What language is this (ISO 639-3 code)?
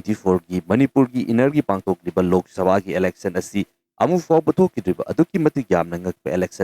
mni